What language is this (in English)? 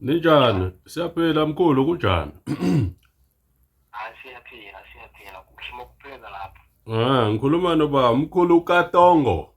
Zulu